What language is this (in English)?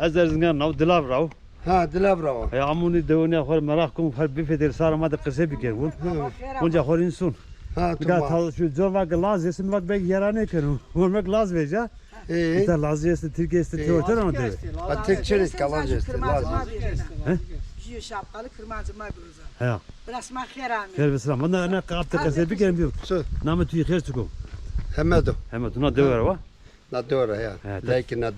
Zaza